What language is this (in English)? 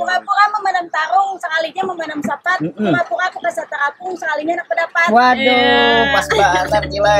Banjar